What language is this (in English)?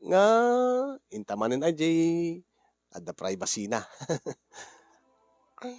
Iloko